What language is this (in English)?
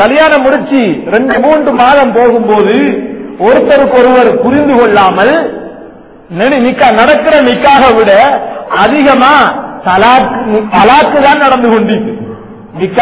Tamil